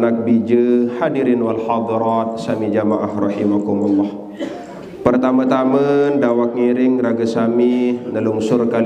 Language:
Sasak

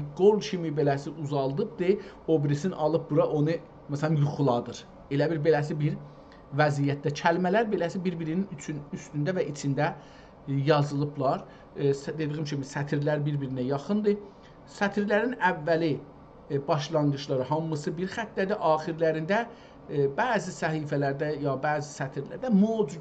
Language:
South Azerbaijani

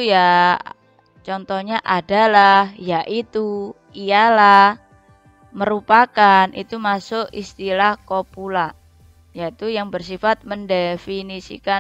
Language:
Indonesian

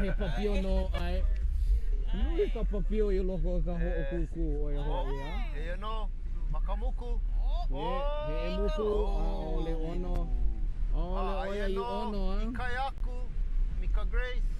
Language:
Hawaiian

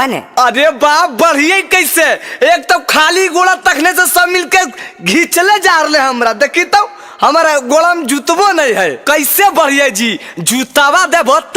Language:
Magahi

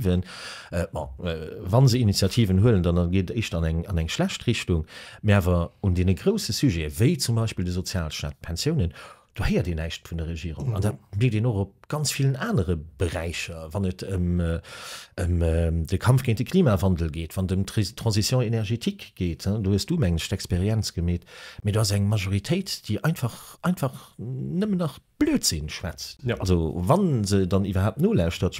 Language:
Luxembourgish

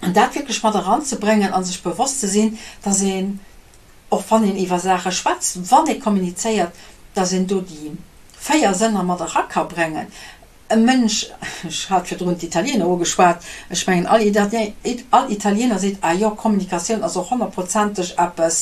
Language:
Luxembourgish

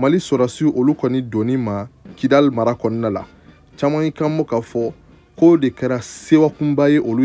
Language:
Bambara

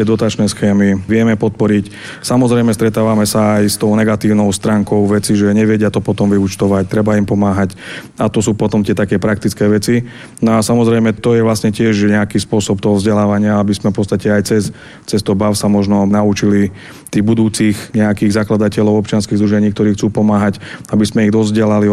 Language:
Slovak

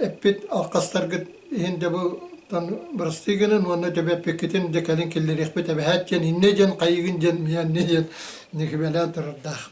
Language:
Yakut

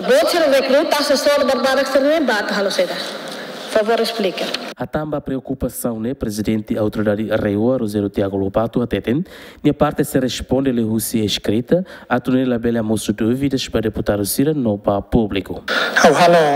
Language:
Tetum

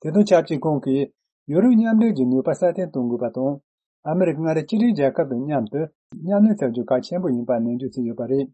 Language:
Tibetan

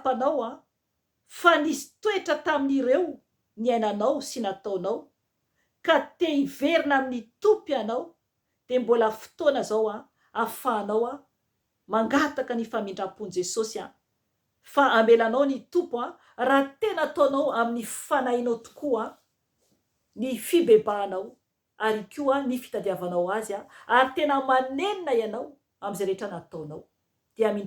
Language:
Malagasy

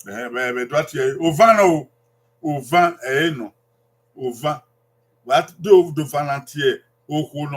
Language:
Bini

